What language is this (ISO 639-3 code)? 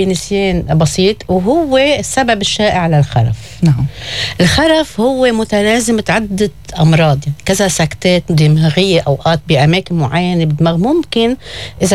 apc